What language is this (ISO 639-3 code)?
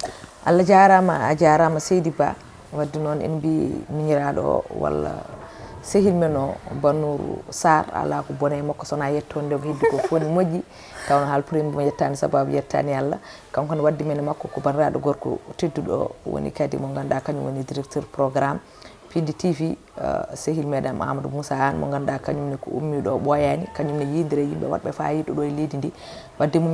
ful